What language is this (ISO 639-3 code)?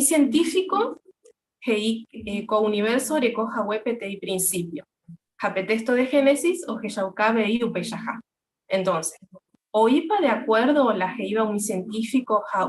grn